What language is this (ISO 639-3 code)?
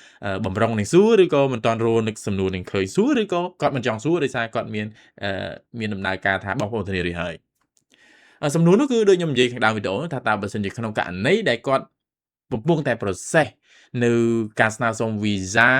khm